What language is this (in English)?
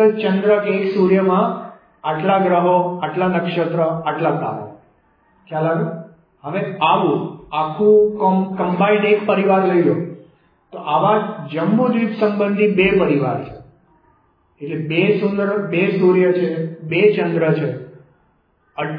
Gujarati